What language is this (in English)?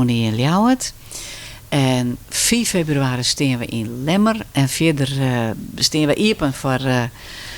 Western Frisian